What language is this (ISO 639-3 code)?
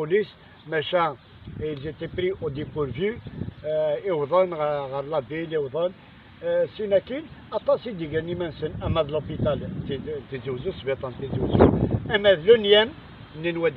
kab